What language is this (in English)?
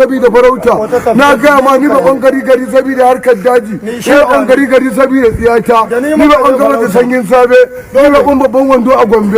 Hausa